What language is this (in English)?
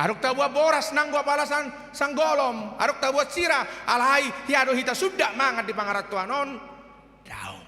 Batak Toba